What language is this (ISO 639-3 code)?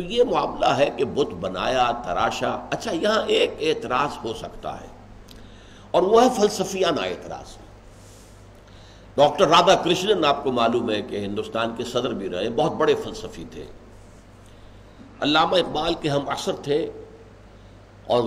urd